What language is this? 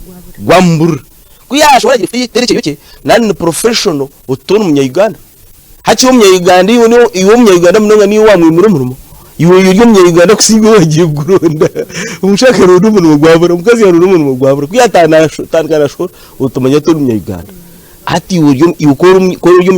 Nyankole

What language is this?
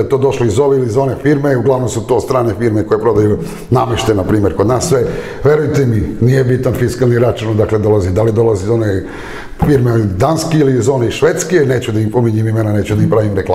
Serbian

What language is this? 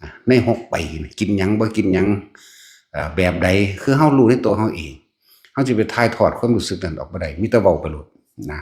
Northeastern Thai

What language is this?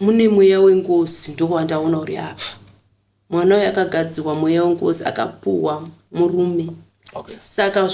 Shona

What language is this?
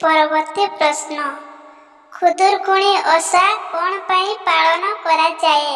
Odia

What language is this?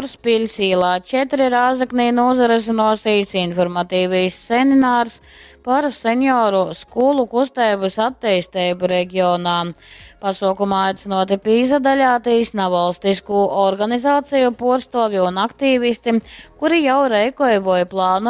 Latgalian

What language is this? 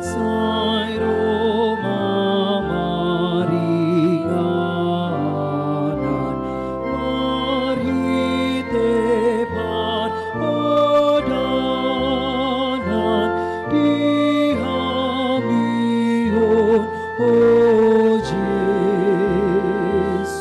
Batak Toba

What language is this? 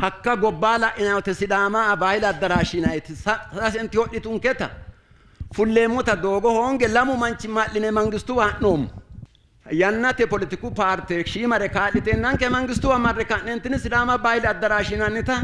Sidamo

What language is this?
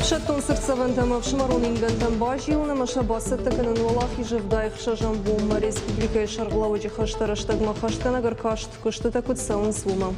Ossetic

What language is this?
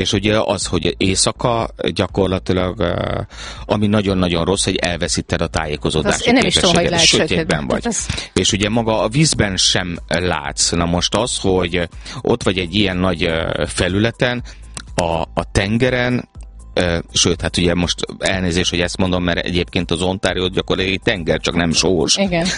Hungarian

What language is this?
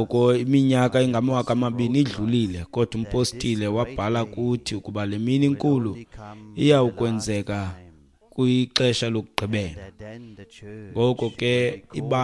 Xhosa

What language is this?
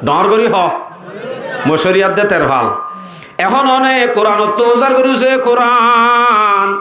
Rohingya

